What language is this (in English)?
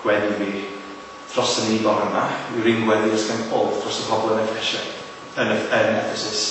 Welsh